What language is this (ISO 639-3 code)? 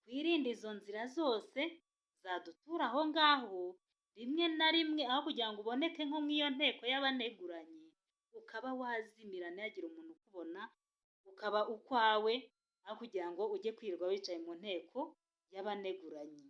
kin